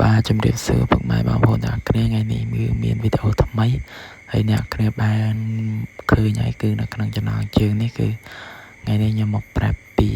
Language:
Khmer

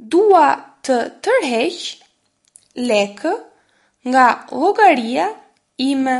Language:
Albanian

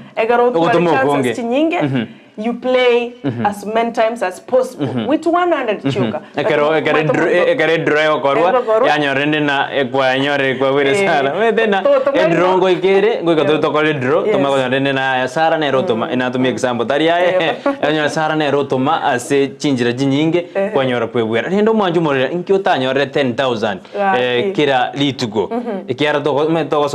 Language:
Gusii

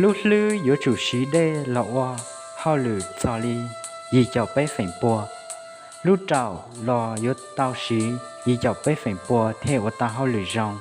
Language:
Hmong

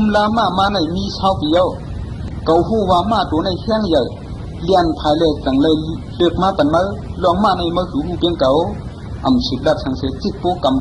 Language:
Shan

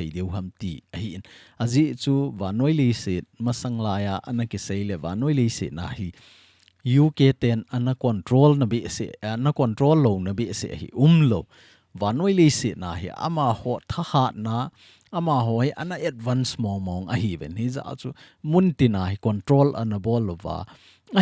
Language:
Thado Chin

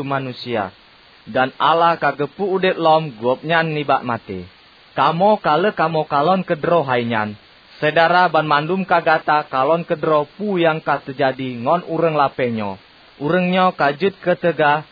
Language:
Achinese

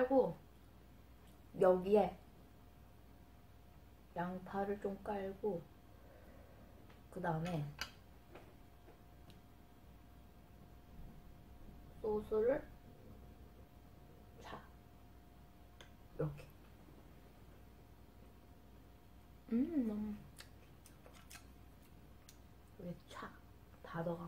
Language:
Korean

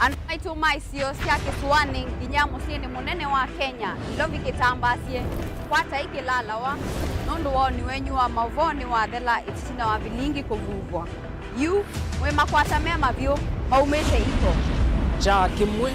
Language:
Kamba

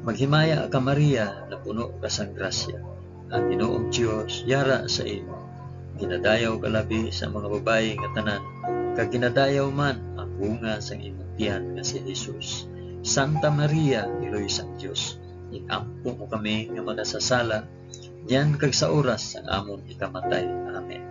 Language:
Hiligaynon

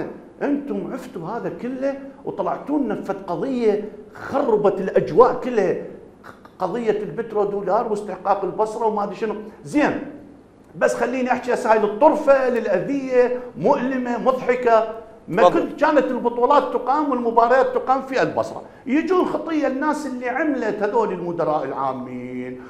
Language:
Mesopotamian Arabic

